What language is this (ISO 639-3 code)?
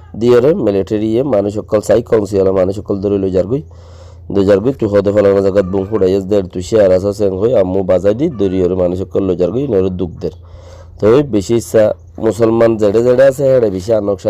rhg